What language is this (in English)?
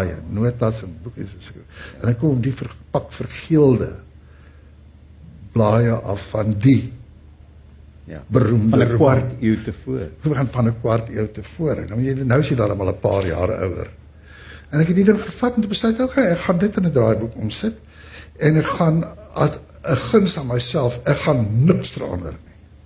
Afrikaans